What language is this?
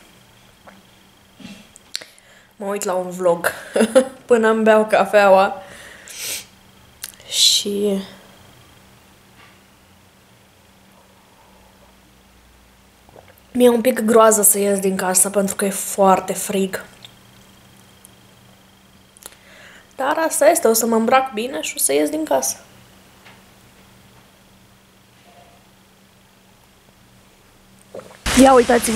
Romanian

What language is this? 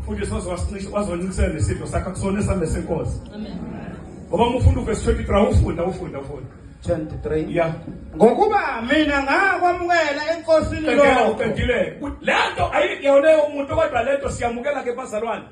Zulu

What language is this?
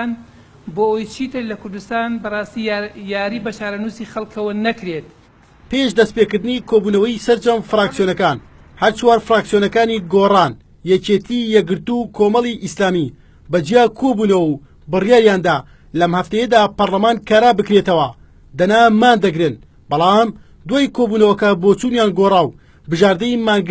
Central Kurdish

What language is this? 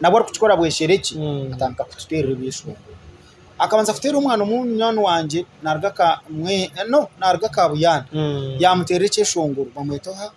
Nyankole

